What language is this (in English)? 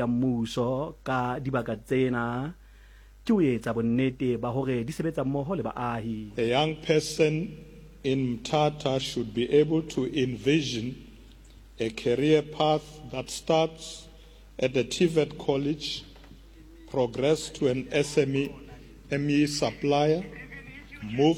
Southern Sotho